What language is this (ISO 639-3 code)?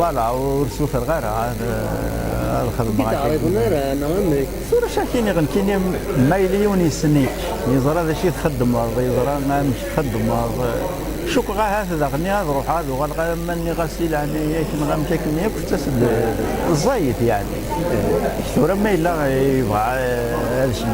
kab